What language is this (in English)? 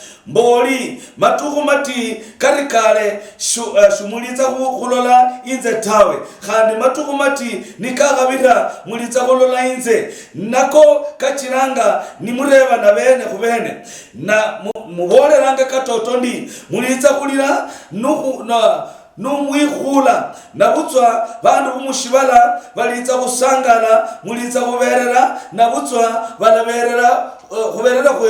Luyia